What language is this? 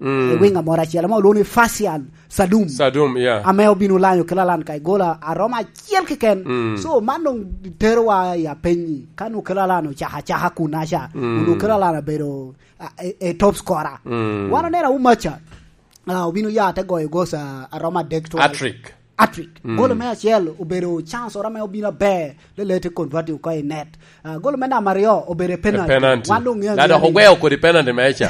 Lango (Uganda)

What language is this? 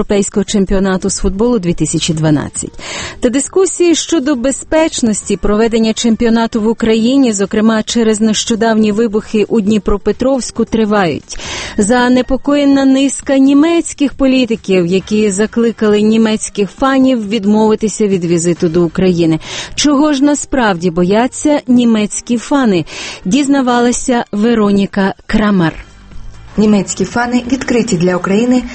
Ukrainian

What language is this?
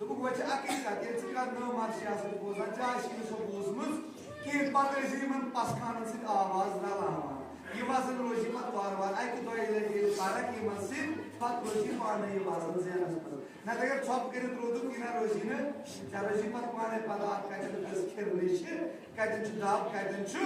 Kashmiri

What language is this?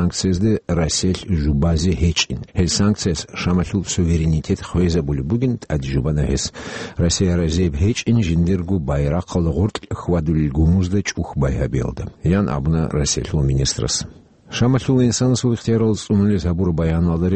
Avaric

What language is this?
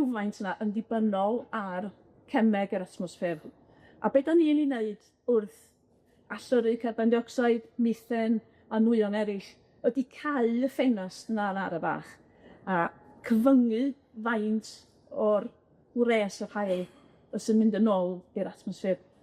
Welsh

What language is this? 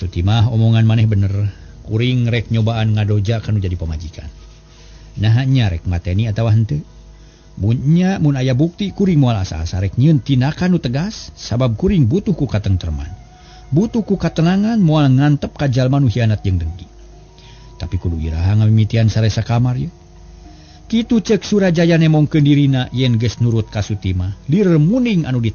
Sundanese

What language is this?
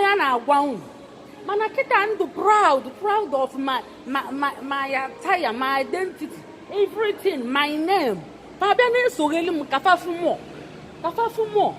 Igbo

